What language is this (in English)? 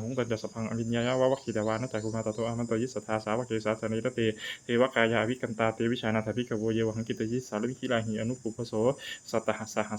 Pali